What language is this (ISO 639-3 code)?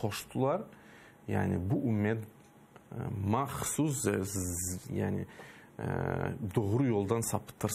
crh